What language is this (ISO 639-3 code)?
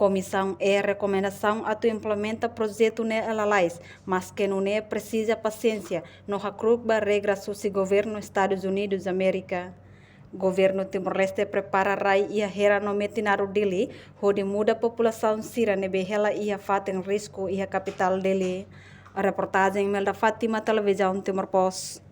tet